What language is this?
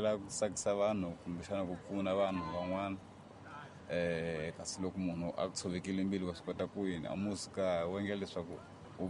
Tsonga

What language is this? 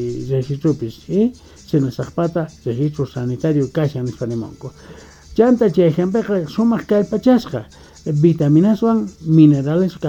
Quechua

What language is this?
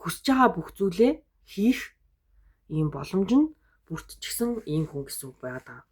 Mongolian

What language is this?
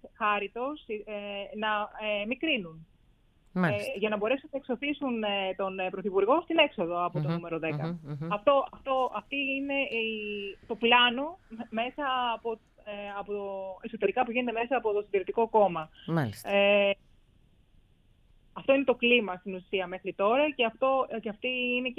Greek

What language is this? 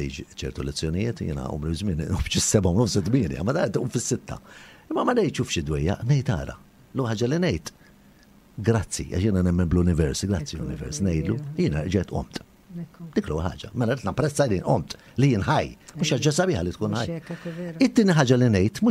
Maltese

